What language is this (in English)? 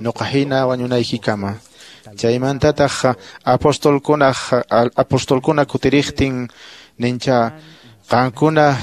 Quechua